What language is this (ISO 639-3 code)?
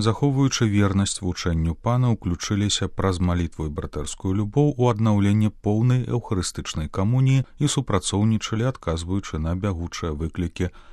bel